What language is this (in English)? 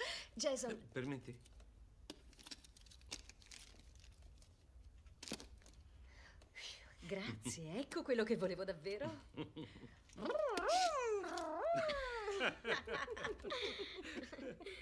Italian